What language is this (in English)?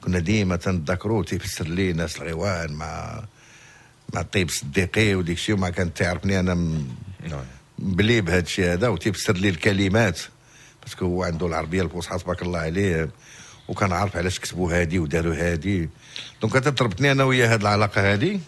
Moroccan Arabic